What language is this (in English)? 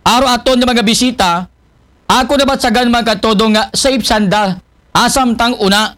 Aklanon